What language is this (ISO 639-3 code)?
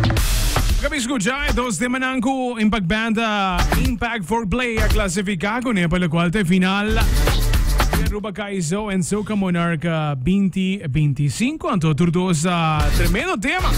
pap